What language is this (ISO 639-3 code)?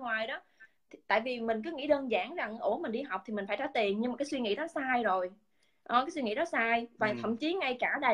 vie